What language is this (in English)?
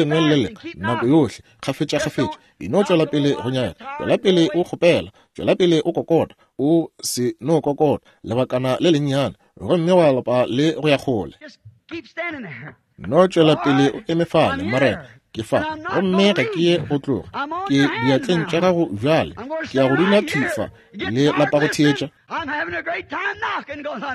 Northern Sotho